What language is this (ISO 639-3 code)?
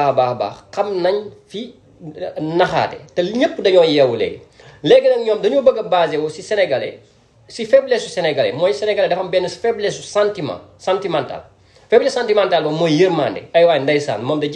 wol